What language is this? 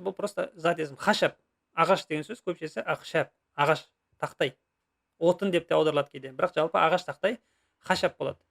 Kazakh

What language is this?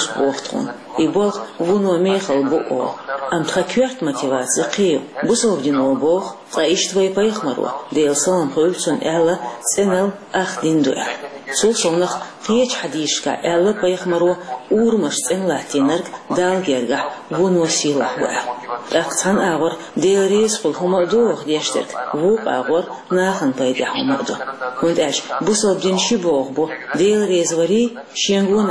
Chechen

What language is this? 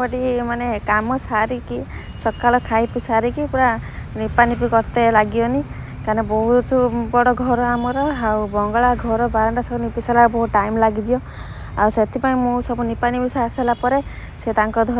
Sambalpuri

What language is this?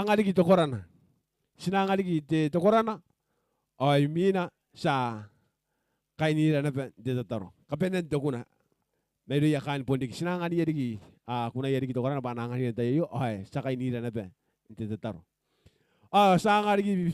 Gilbertese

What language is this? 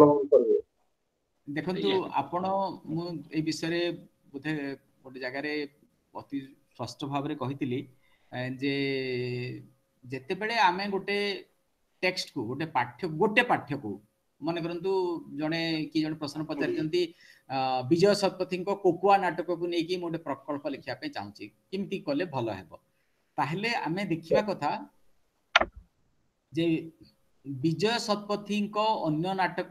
Odia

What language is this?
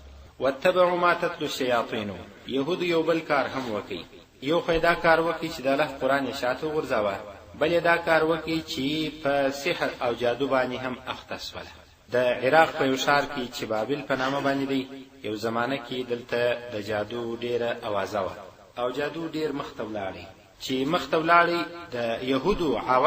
Pashto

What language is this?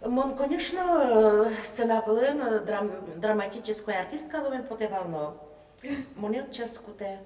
Udmurt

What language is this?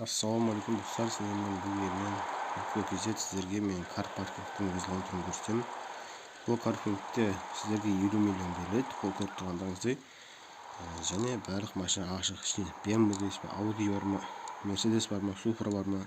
Kazakh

